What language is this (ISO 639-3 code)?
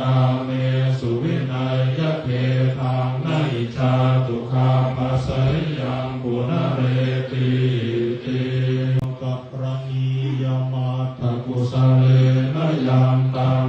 pli